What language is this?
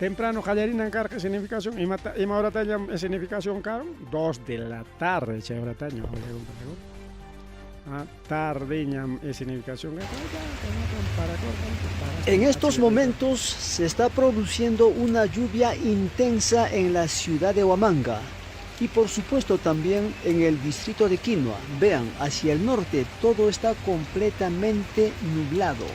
Ayacucho Quechua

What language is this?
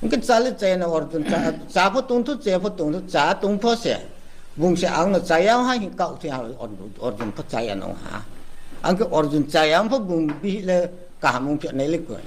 Riang (India)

